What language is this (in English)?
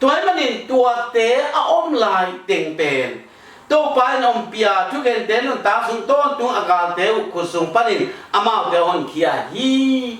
Tedim Chin